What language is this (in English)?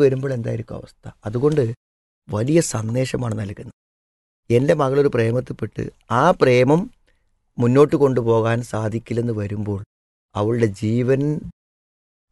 Malayalam